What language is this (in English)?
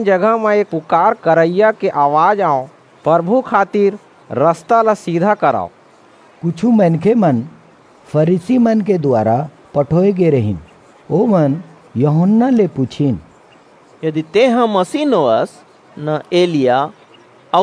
Chhattisgarhi